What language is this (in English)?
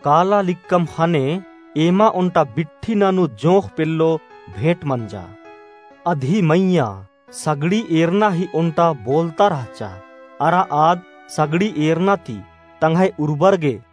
Kurukh